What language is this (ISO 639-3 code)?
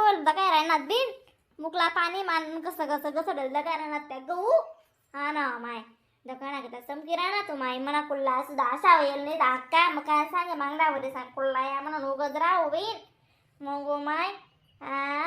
khn